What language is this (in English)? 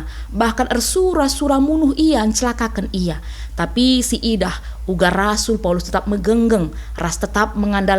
Batak Karo